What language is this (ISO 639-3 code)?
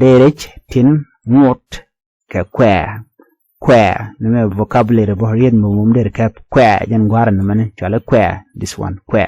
nus